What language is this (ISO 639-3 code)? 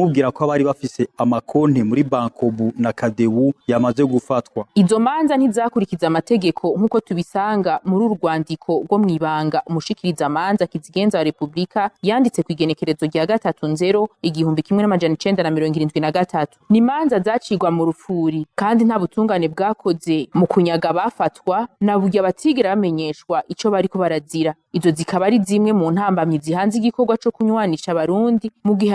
run